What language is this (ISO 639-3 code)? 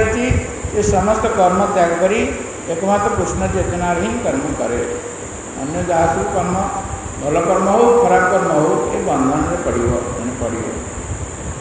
ori